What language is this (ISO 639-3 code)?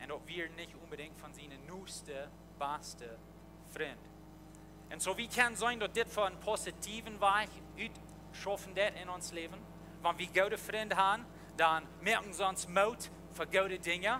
pdt